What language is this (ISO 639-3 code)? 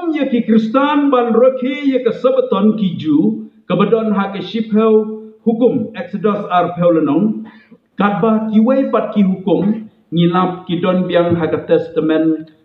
kha